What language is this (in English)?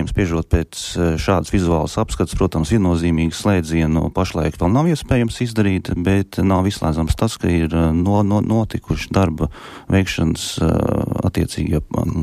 Latvian